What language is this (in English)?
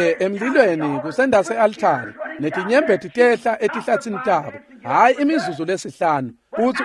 Swati